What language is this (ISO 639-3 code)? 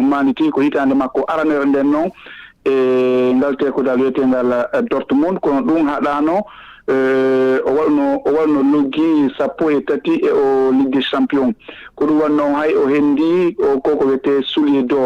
ful